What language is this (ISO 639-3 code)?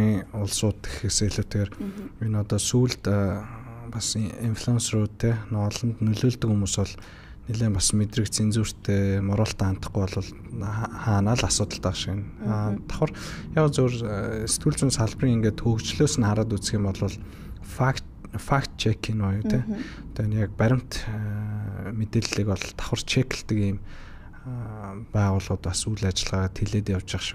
mon